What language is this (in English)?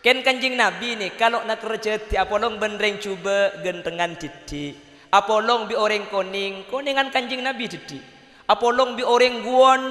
Madurese